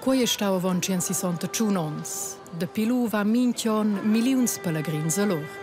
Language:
Romansh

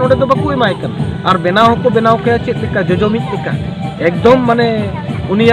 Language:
Santali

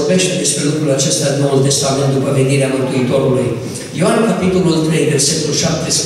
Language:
Romanian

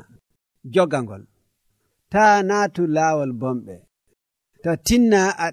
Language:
Nigerian Fulfulde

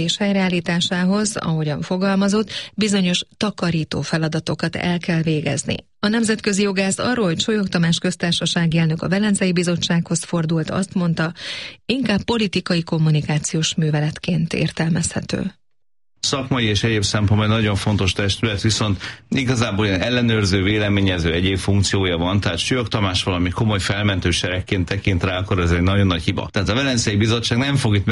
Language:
Hungarian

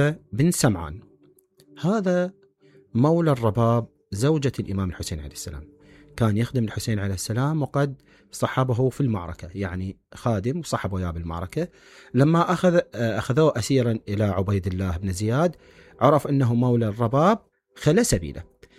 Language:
Mesopotamian Arabic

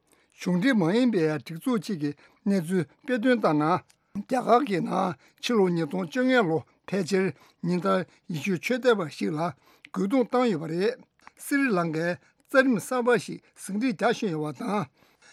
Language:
Tibetan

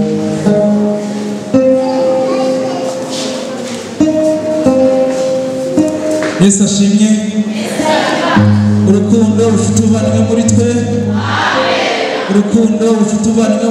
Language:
Kinyarwanda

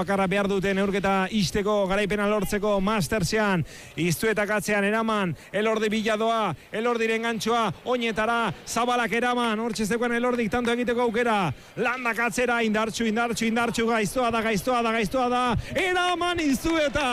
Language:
Basque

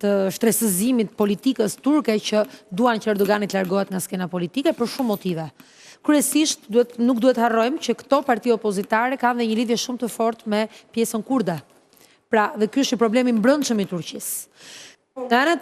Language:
Albanian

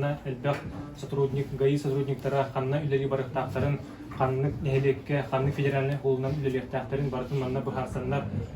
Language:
Yakut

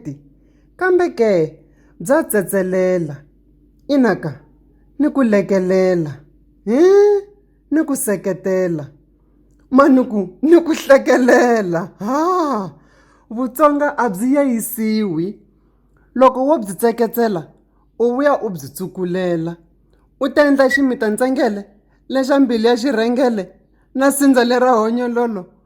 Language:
Tsonga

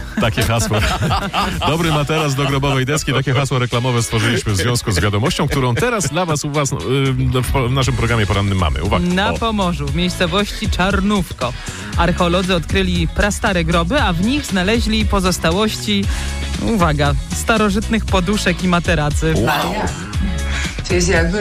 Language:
Polish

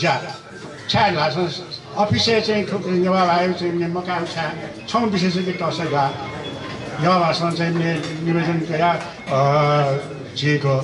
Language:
Newari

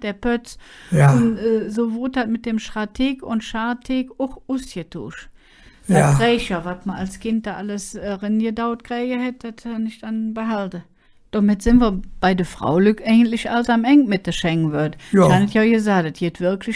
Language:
Colognian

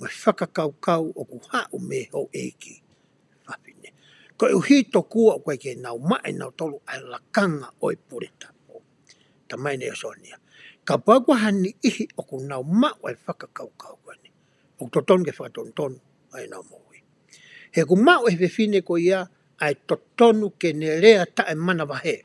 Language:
Tongan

